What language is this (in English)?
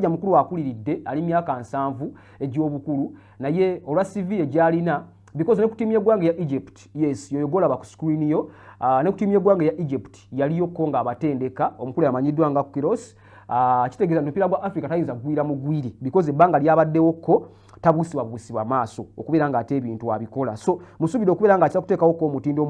Ganda